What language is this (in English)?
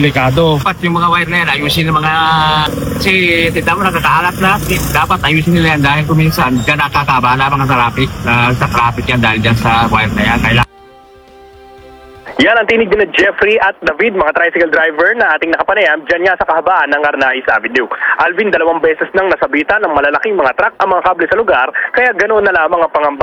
Filipino